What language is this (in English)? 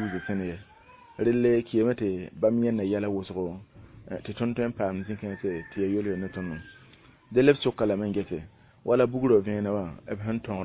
Mossi